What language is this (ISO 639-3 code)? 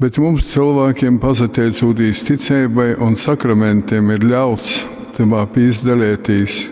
ltg